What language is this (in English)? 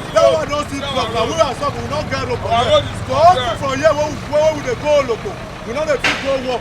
Nigerian Pidgin